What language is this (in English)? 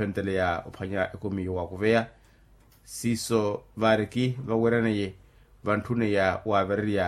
Makhuwa